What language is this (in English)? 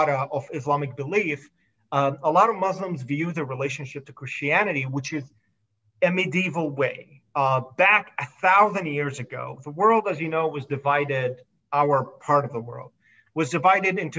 English